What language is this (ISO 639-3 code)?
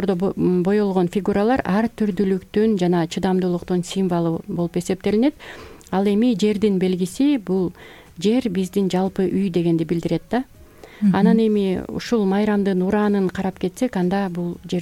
kir